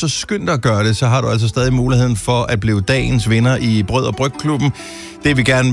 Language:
Danish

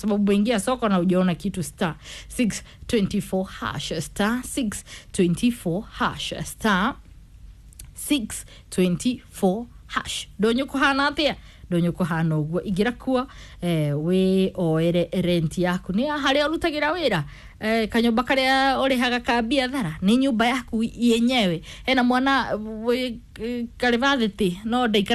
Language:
Kikuyu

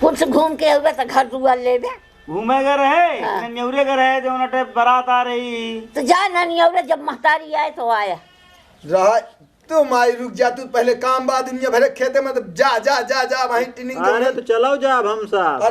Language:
Awadhi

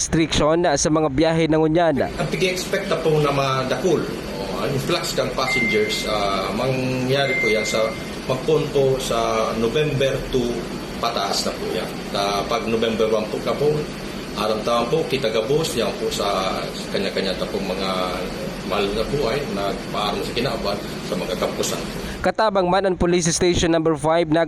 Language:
Bikol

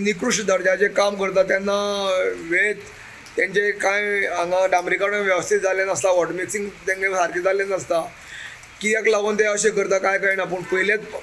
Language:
Konkani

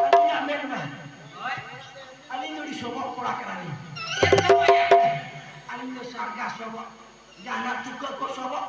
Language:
Santali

